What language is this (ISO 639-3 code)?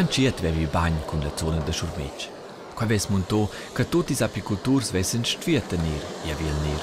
roh